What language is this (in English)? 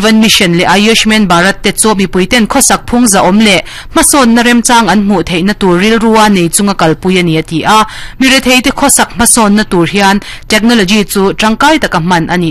Mizo